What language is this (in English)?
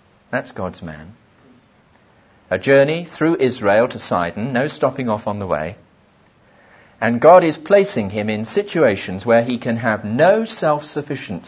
English